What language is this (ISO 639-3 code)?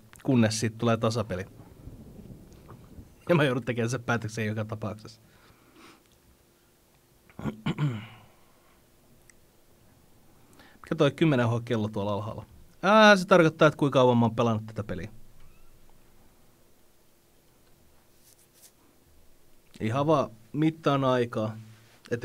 fin